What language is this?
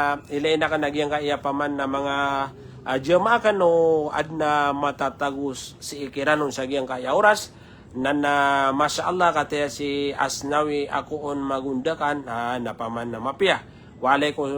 Maranao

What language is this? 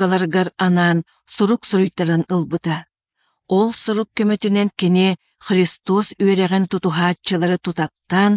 Yakut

